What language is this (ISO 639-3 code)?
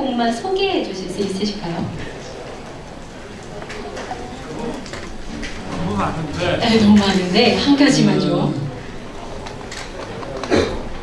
kor